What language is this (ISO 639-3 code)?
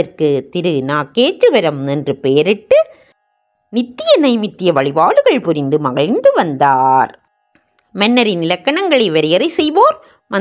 tam